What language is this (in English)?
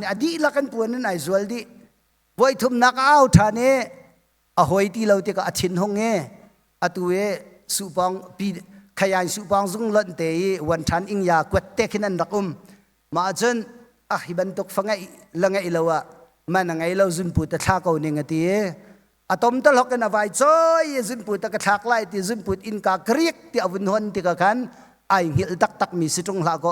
Hakha Chin